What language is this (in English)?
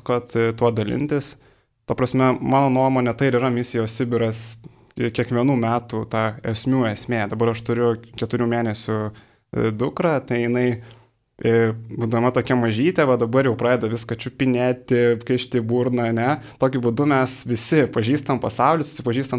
Lithuanian